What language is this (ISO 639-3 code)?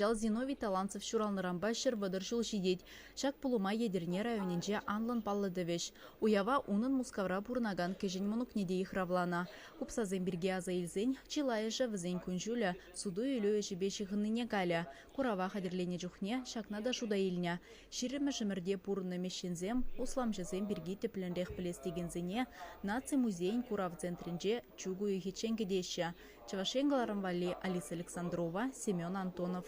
chv